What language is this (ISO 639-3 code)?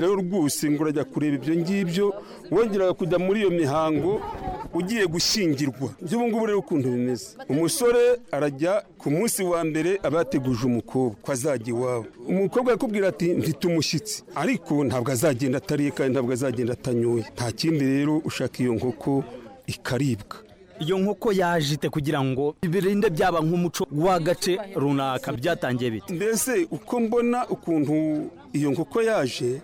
kin